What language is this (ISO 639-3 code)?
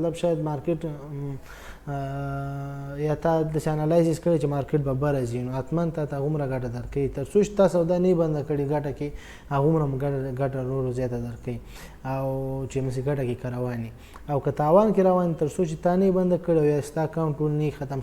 pus